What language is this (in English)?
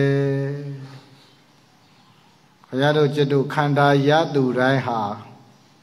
Burmese